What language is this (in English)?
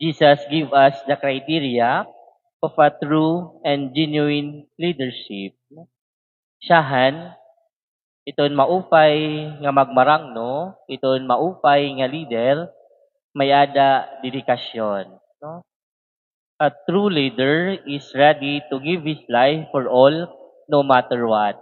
Waray